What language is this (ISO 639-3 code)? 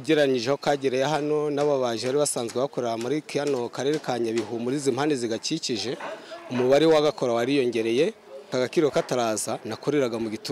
kin